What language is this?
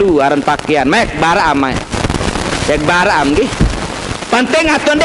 Sasak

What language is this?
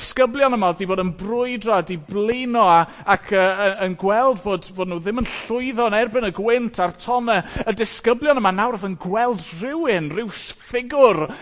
Welsh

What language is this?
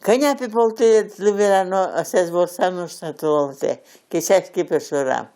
Udmurt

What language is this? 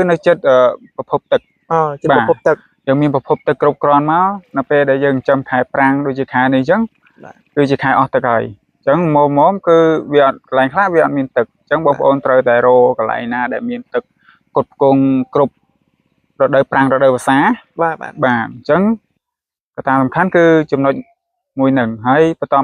Khmer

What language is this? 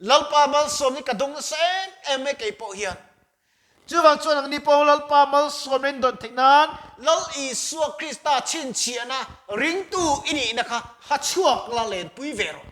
Mizo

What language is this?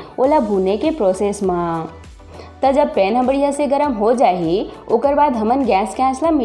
Chhattisgarhi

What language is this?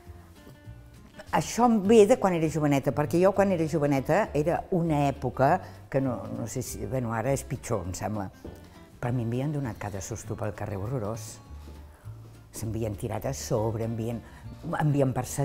Catalan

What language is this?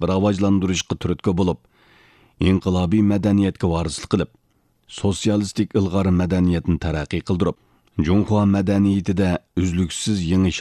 Uyghur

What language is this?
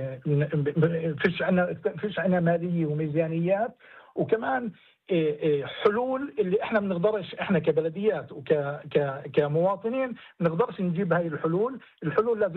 North Levantine Arabic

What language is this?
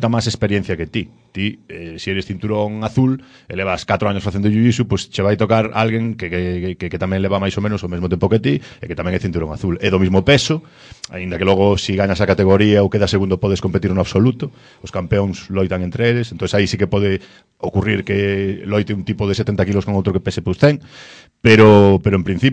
Galician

